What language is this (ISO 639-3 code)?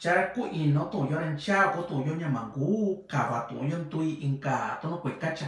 mix